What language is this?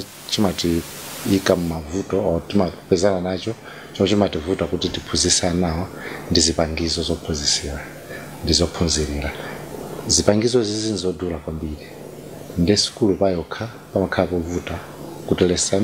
Nyanja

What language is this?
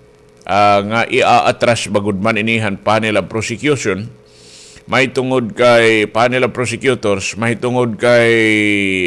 Waray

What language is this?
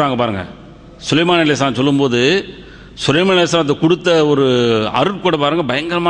Tamil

